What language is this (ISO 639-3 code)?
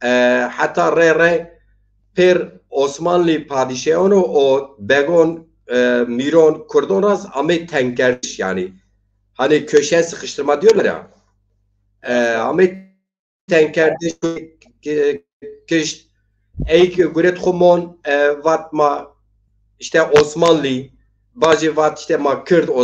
zza